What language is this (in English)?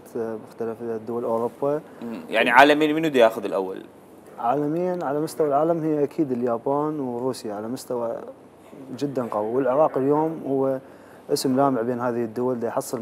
Mesopotamian Arabic